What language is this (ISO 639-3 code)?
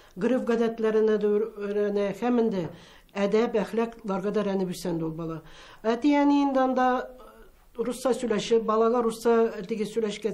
tat